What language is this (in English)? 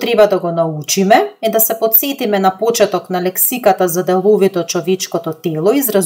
Macedonian